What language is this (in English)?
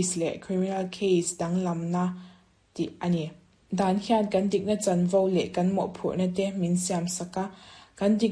Mizo